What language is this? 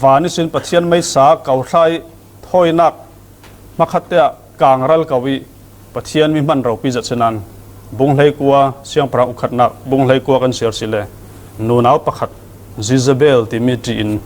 Falam Chin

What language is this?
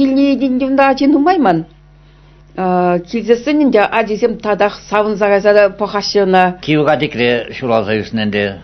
Chuvash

